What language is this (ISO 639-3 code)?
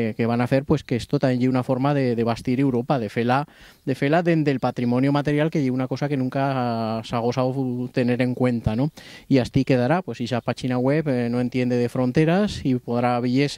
arg